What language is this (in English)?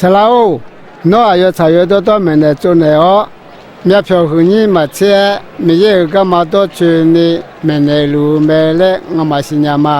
Akha